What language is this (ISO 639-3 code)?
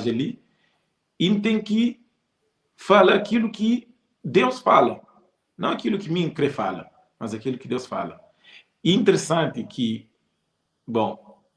kea